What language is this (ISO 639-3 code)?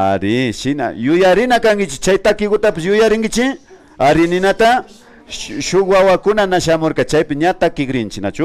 qvi